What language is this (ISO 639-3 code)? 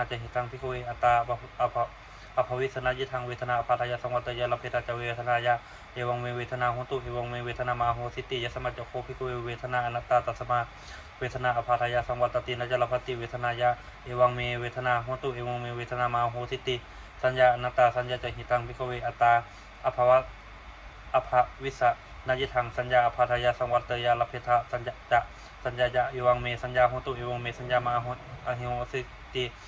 pli